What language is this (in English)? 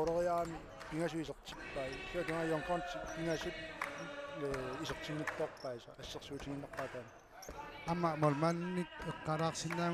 Kalaallisut